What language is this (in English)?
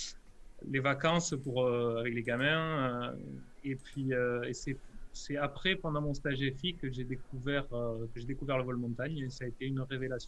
French